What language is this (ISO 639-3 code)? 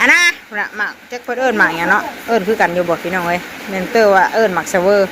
tts